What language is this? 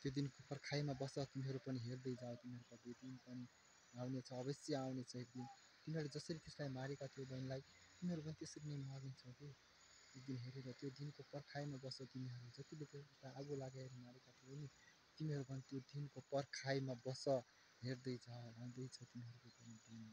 Nepali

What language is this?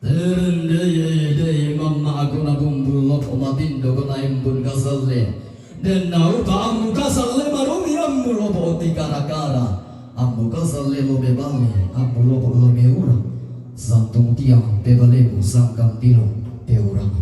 Toraja-Sa'dan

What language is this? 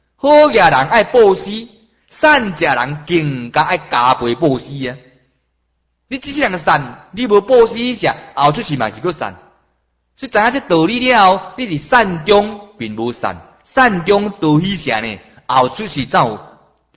Min Nan Chinese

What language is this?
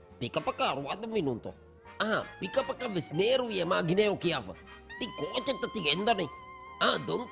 Divehi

